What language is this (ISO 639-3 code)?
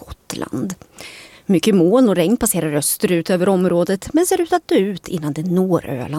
swe